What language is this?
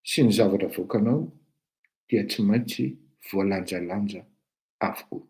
Malagasy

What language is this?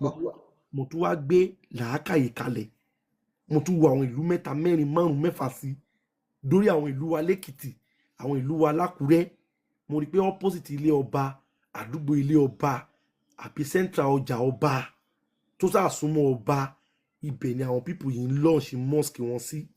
Yoruba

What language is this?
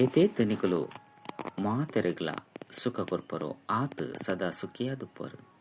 Tulu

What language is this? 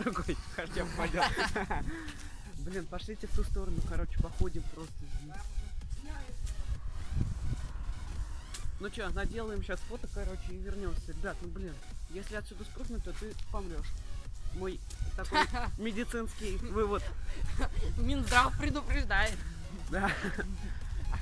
Russian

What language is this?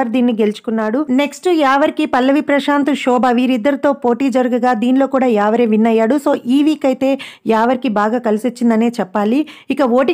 Telugu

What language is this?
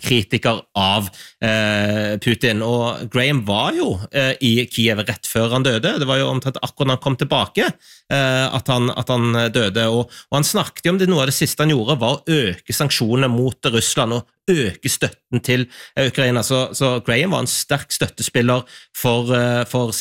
Norwegian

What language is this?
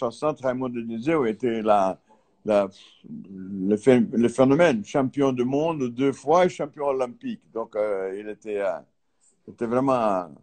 French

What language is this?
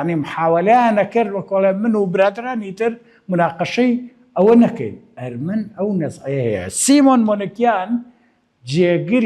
Central Kurdish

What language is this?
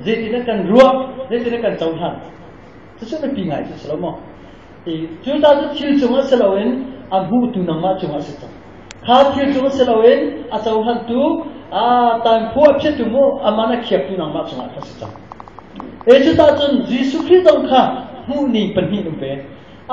Hakha Chin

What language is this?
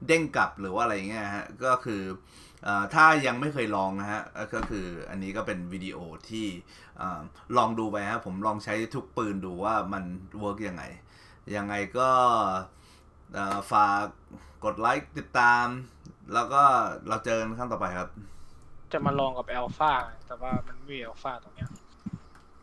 Thai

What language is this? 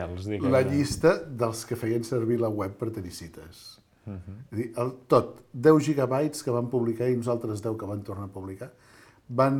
Catalan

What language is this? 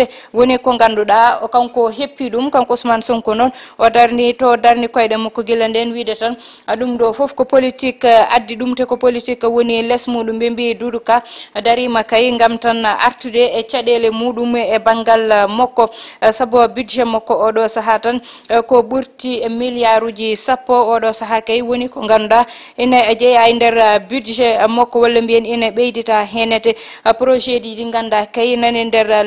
Fula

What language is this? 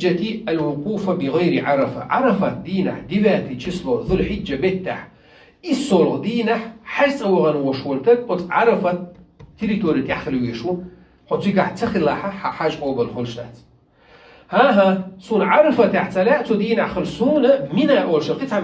Chechen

